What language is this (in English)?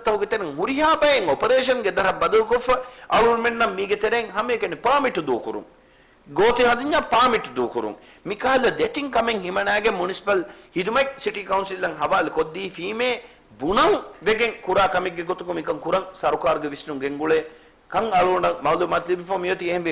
Divehi